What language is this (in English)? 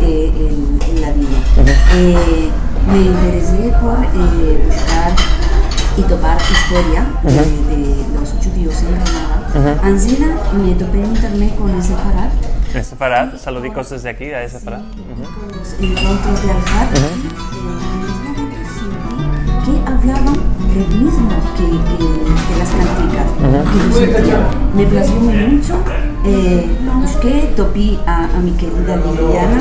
Ladino